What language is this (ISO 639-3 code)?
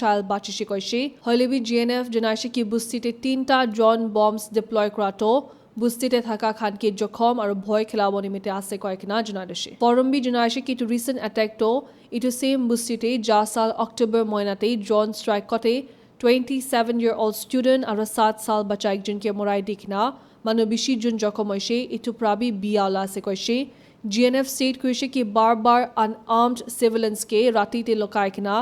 nag